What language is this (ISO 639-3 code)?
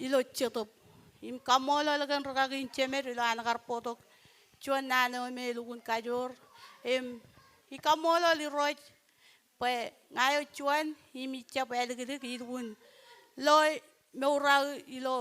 mah